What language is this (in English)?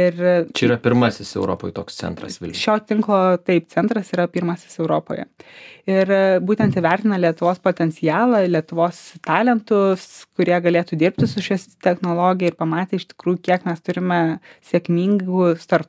Lithuanian